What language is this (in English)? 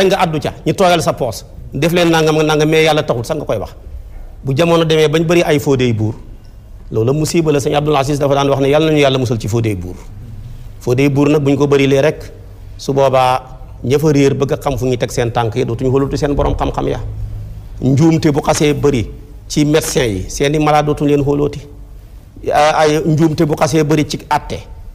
Wolof